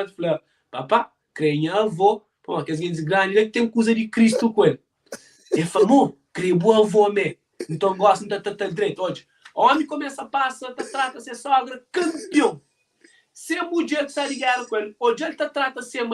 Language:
Kabuverdianu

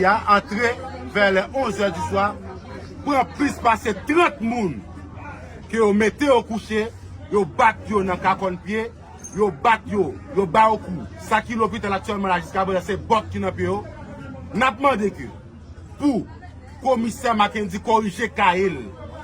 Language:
Haitian Creole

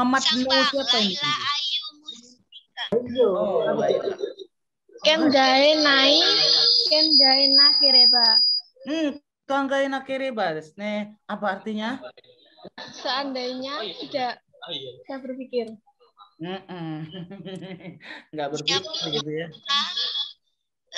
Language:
Indonesian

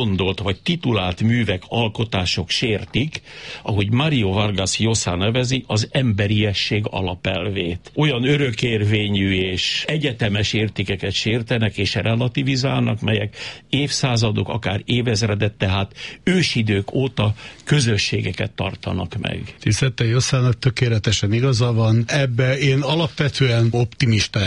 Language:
Hungarian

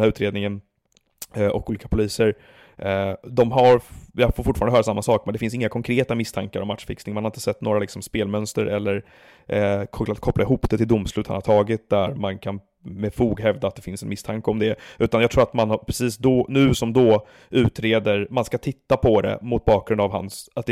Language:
Swedish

